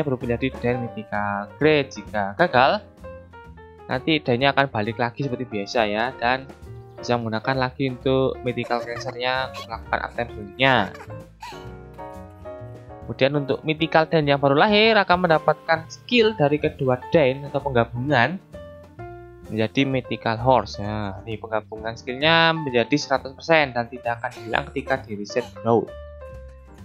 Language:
Indonesian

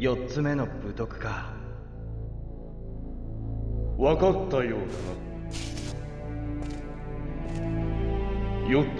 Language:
Japanese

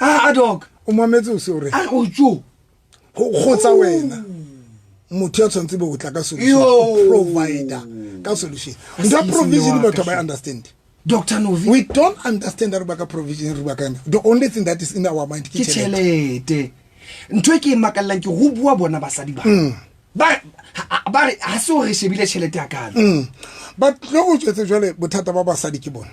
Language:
Southern Sotho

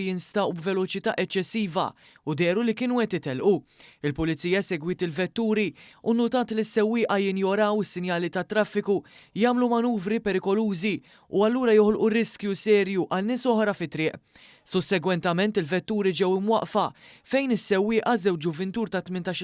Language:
Maltese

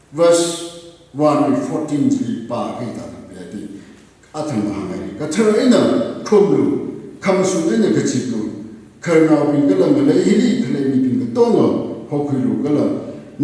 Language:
Tangkhul Naga (India)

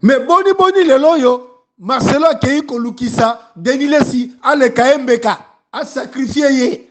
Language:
Lingala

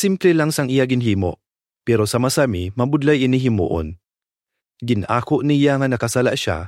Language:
Hiligaynon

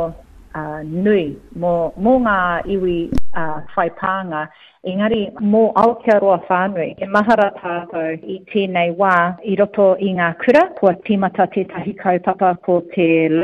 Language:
Māori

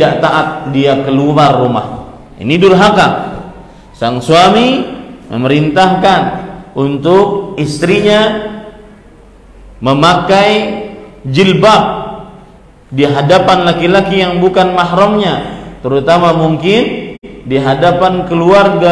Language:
Indonesian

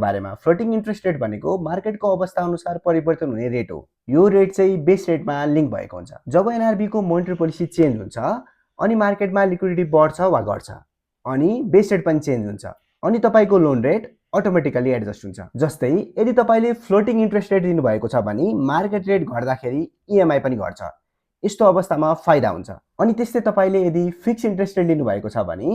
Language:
Nepali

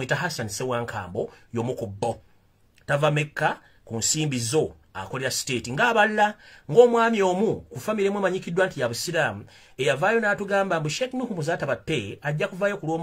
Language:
Ganda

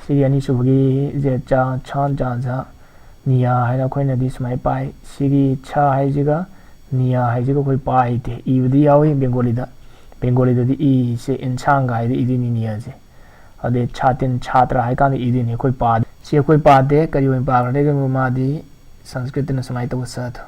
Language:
Manipuri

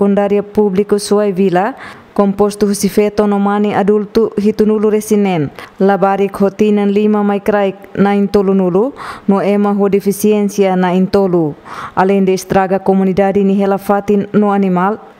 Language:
Tetum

